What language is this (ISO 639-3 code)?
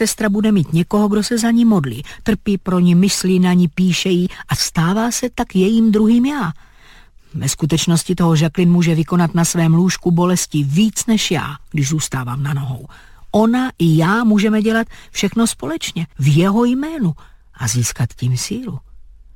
ces